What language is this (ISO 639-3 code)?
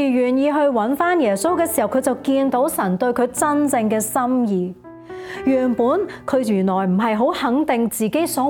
yue